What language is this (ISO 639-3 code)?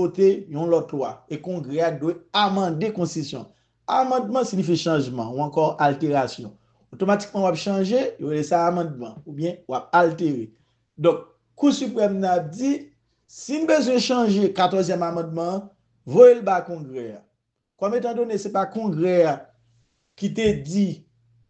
hat